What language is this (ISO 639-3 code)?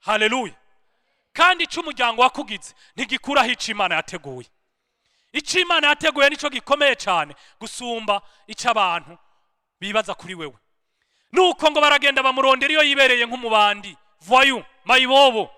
run